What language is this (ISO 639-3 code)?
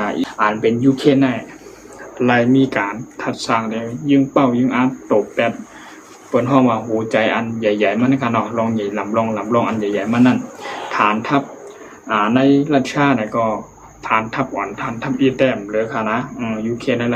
shn